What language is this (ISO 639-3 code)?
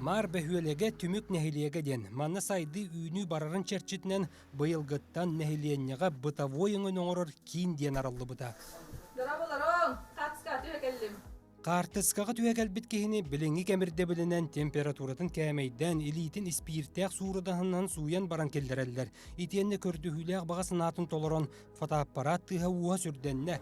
sah